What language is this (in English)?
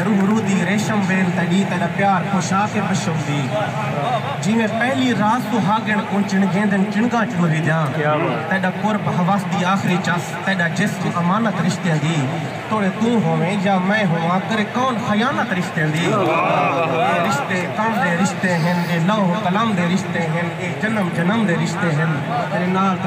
Saraiki